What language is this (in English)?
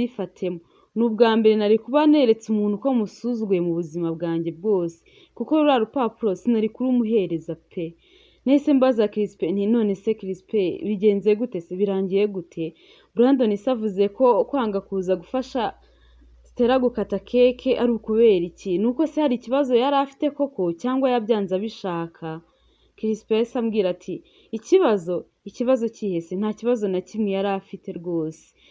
Kinyarwanda